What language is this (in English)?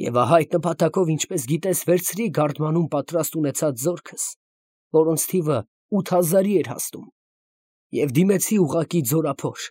Armenian